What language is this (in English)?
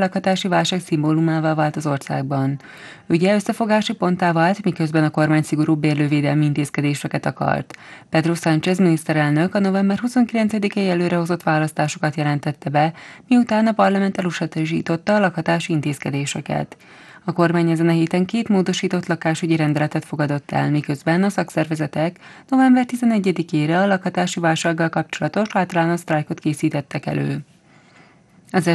Hungarian